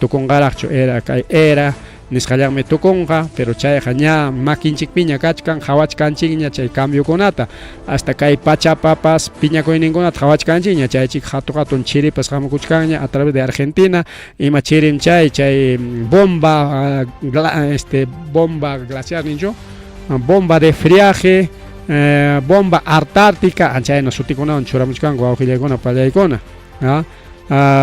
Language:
Ayacucho Quechua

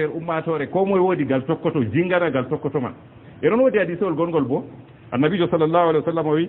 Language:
Fula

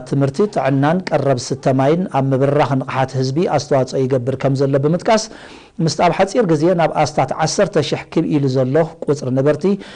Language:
Tigrinya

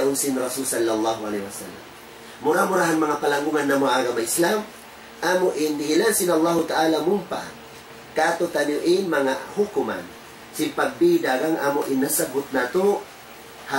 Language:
Tausug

